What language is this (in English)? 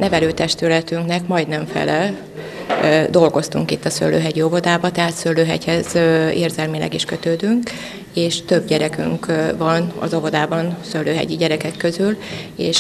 Hungarian